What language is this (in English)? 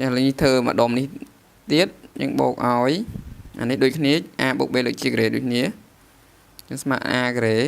Khmer